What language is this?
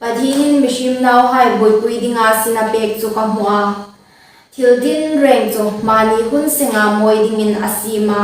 Hmar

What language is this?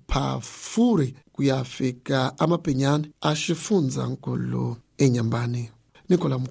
Tsonga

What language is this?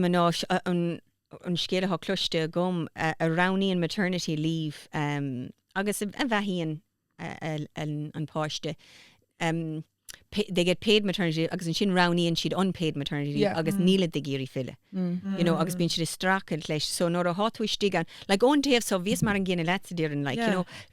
Irish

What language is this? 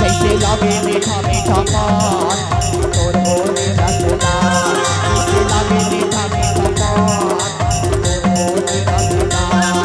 Chhattisgarhi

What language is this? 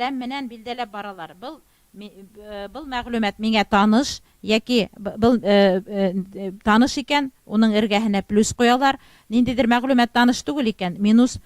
Bashkir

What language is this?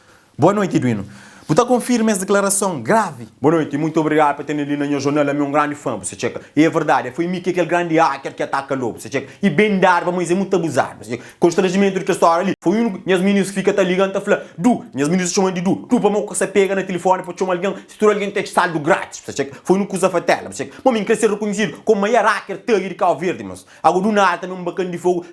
Kabuverdianu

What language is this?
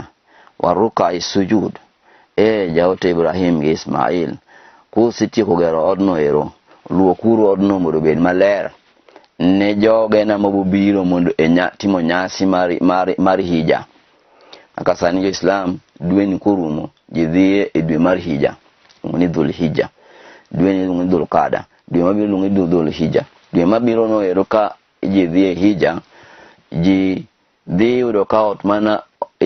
Luo (Kenya and Tanzania)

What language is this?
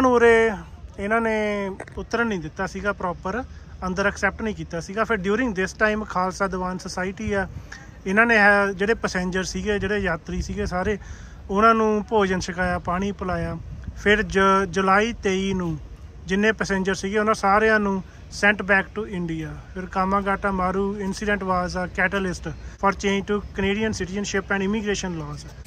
Punjabi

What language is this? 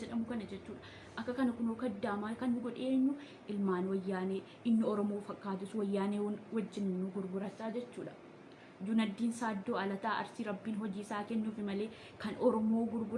Oromo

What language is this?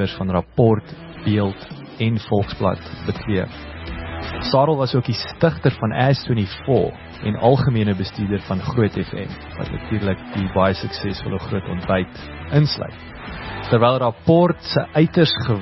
Afrikaans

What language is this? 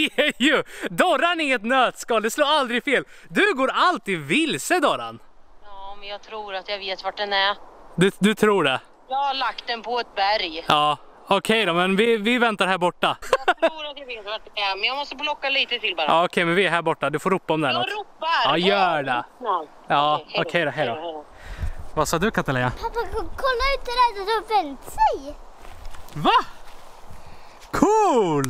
Swedish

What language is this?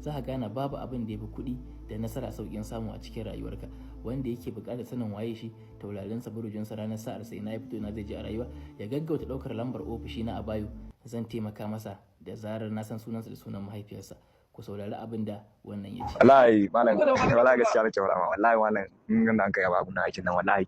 Hausa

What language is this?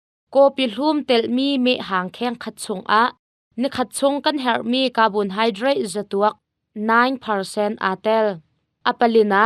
Hakha Chin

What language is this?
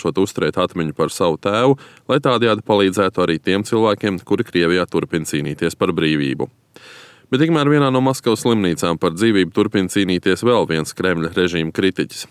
Latvian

